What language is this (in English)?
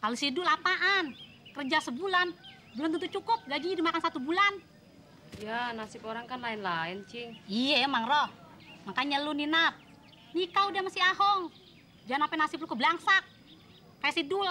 Betawi